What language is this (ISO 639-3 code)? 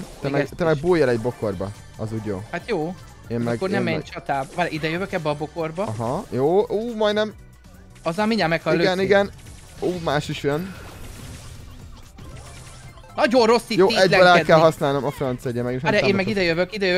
hun